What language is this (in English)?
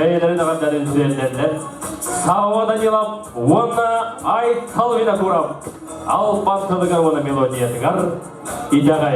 Yakut